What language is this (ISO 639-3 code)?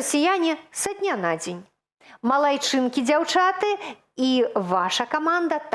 bel